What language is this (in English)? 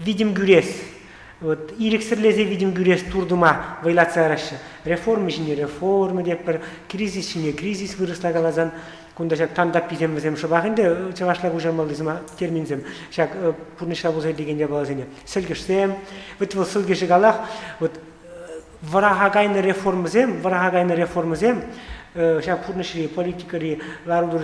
Chuvash